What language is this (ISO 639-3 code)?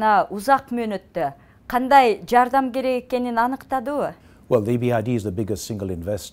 kir